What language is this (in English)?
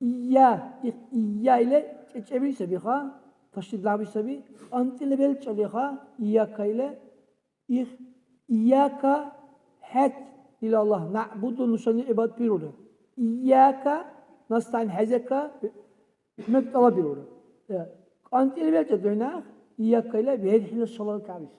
Dargwa